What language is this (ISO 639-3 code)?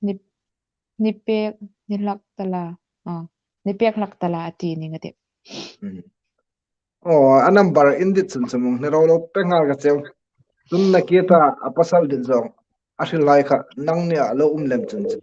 hmr